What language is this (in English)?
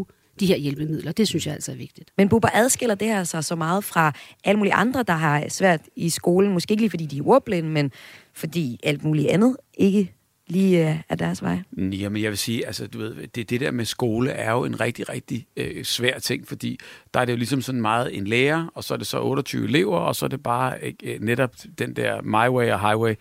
Danish